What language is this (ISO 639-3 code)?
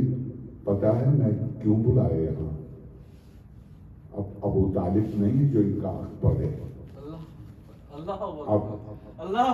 urd